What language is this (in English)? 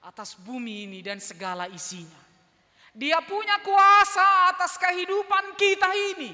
Batak Simalungun